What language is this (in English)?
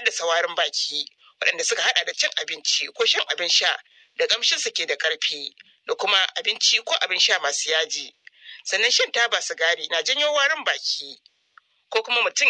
Hausa